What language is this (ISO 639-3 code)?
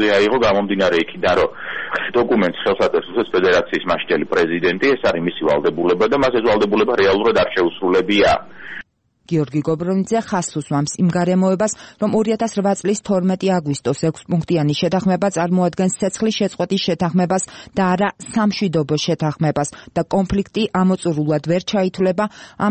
kat